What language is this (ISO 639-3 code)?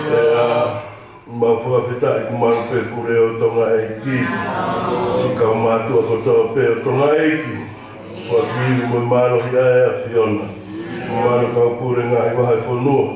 ton